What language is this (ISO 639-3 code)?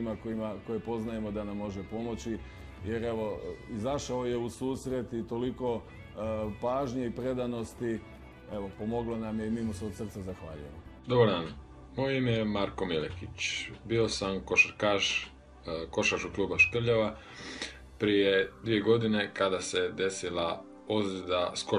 hrv